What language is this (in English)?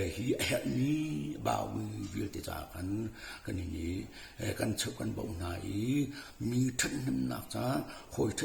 Hakha Chin